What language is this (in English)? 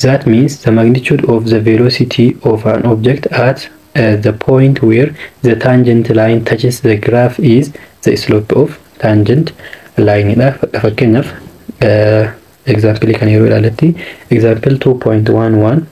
Oromo